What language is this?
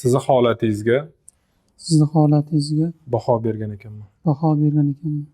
Uzbek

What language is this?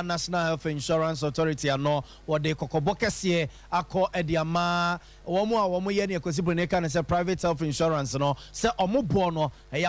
Akan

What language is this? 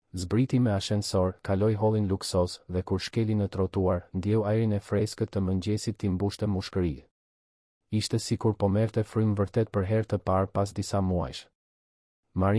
Albanian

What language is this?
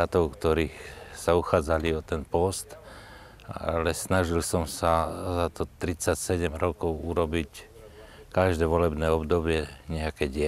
Slovak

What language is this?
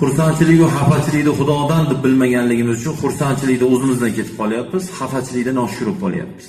Uzbek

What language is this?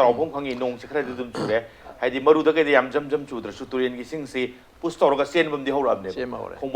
Manipuri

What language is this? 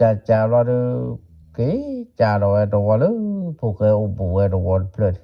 S'gaw Karen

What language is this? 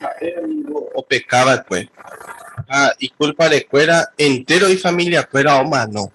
Guarani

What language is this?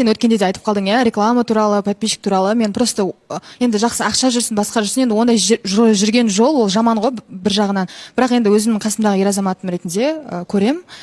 Kazakh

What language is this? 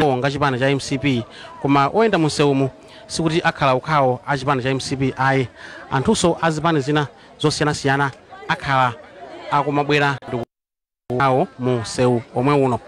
Nyanja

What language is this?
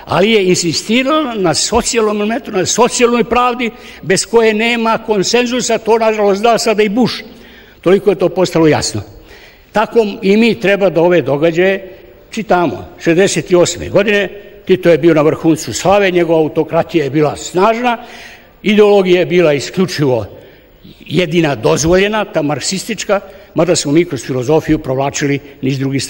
Serbian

